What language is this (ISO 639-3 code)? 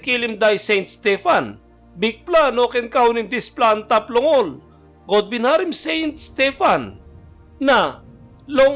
tpi